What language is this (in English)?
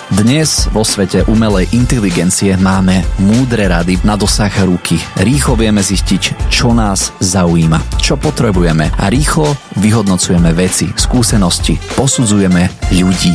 Slovak